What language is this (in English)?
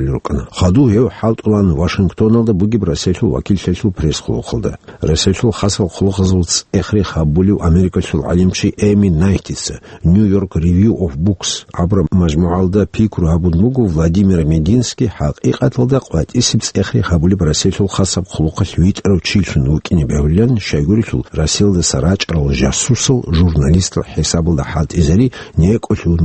Avaric